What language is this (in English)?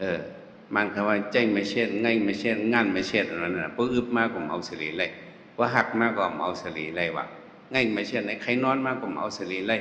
Shan